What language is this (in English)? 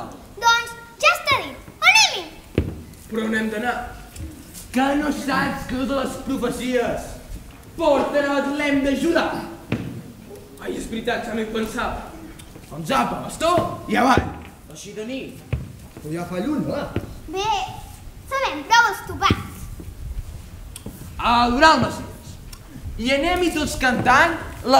Catalan